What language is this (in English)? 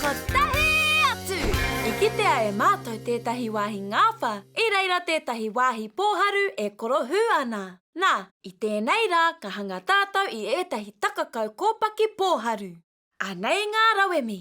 Māori